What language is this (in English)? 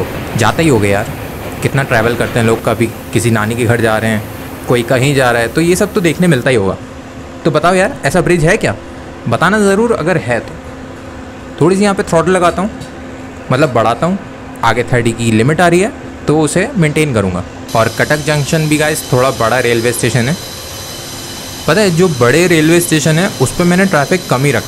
Hindi